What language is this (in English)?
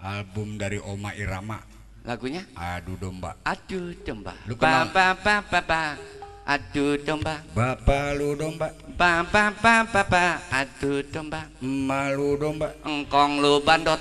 Betawi